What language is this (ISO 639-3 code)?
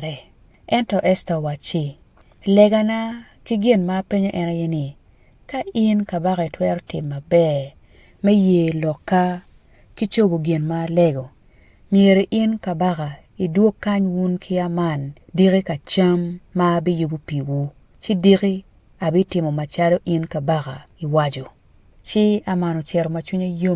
ach